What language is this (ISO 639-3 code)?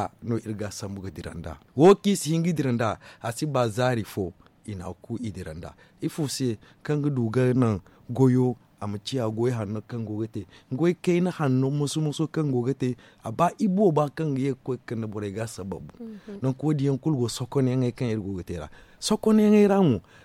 dje